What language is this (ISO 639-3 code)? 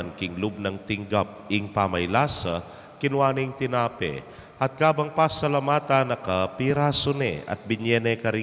pam